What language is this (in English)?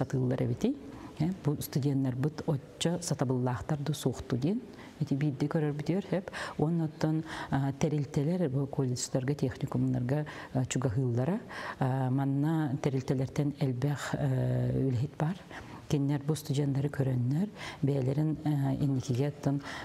Yakut